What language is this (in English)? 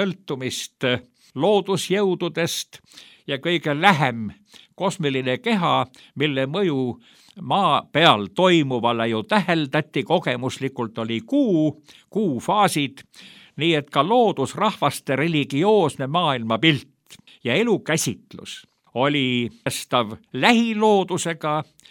Estonian